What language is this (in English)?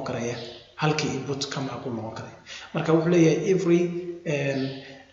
Somali